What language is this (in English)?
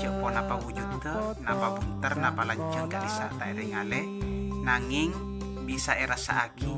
Madurese